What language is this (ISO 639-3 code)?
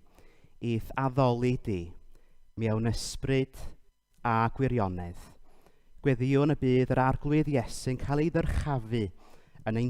cym